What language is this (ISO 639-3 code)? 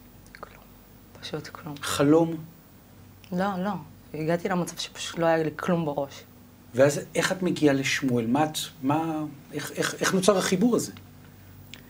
heb